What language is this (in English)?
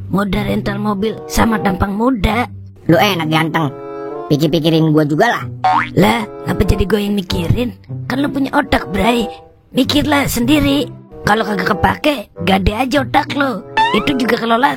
Betawi